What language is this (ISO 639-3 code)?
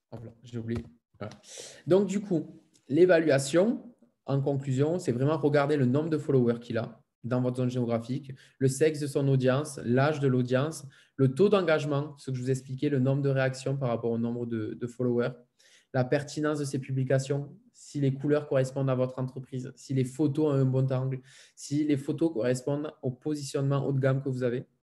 fra